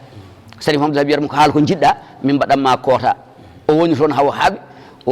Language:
Fula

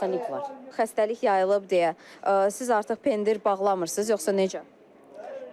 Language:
Azerbaijani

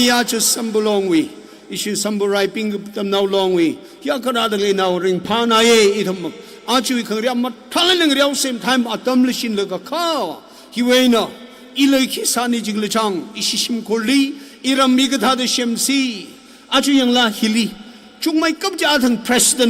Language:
Tangkhul Naga (India)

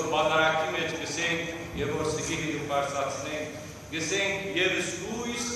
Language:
Western Armenian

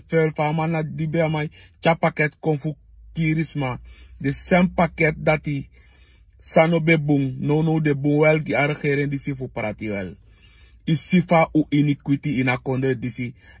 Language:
Sranan Tongo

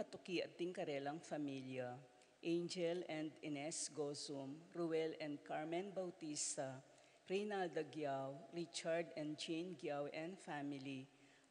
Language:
Pampanga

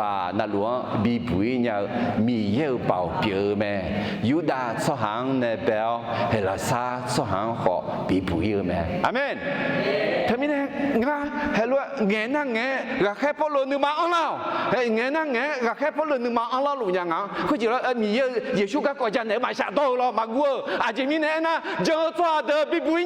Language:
Akha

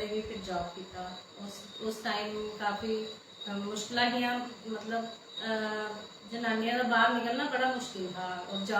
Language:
Dogri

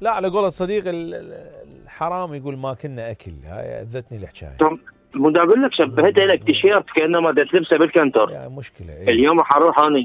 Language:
Mesopotamian Arabic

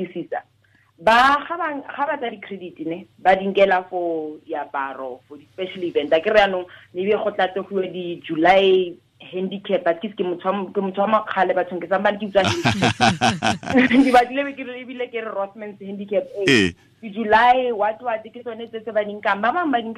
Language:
Tswana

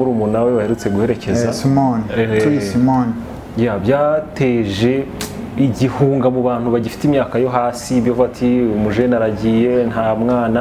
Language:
Kinyarwanda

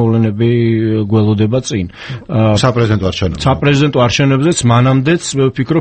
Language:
Georgian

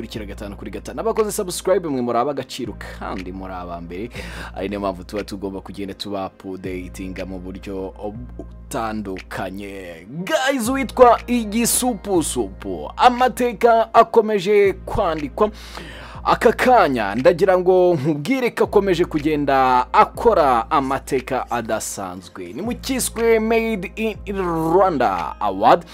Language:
Kinyarwanda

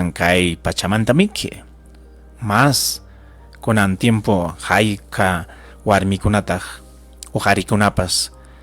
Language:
Ayacucho Quechua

